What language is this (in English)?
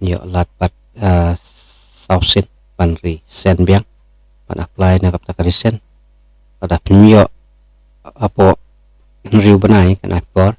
Khasi